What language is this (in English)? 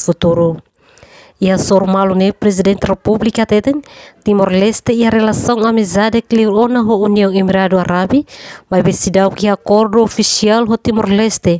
Tetum